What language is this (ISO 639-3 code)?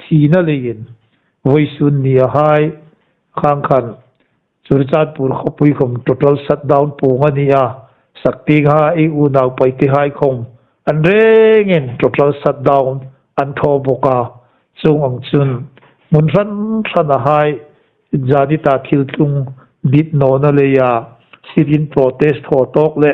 hmr